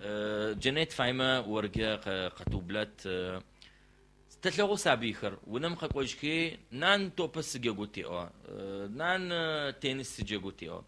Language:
Adyghe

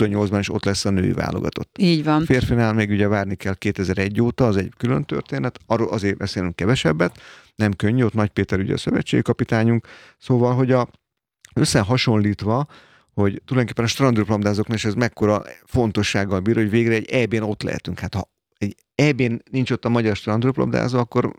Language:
Hungarian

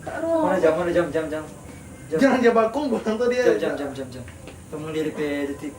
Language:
Manado Malay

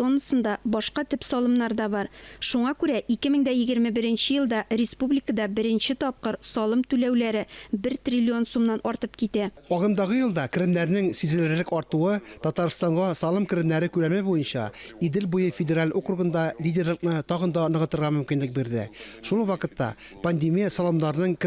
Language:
Tatar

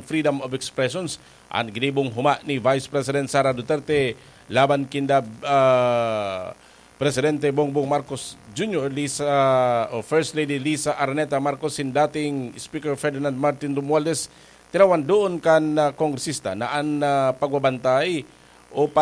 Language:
Bikol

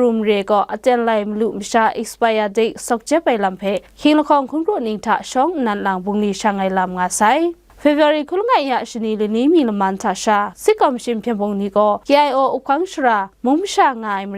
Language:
Kachin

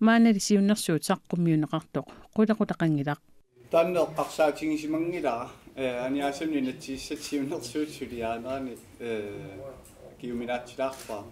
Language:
Kalaallisut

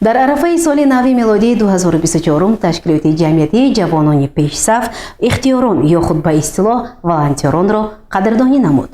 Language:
Tajik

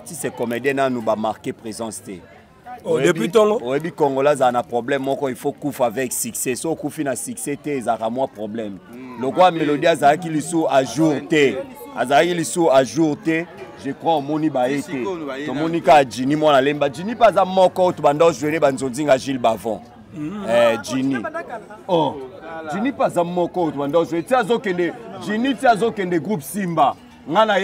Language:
Lingala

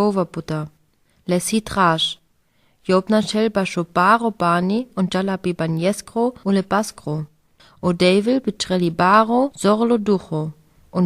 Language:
Sinte Romani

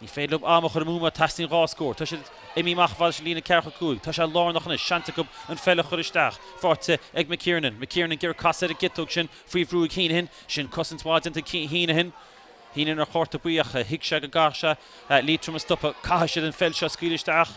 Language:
Irish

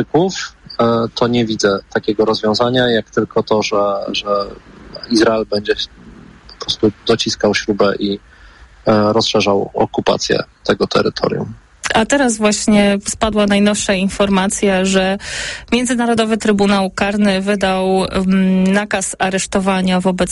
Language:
Polish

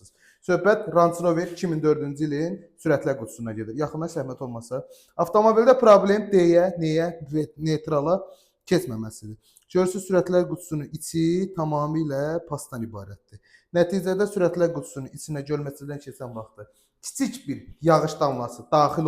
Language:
Azerbaijani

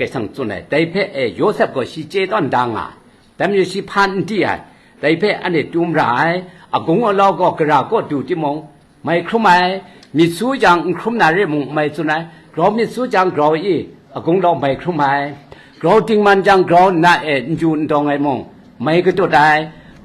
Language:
Kachin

